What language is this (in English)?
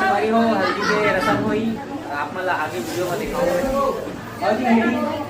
Chhattisgarhi